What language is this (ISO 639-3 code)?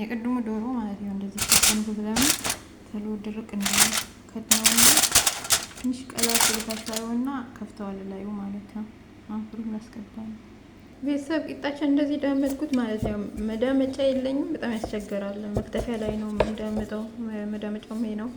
amh